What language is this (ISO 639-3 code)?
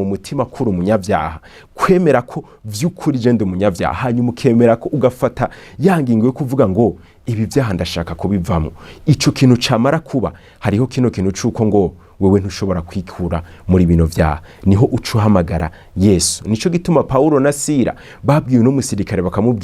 run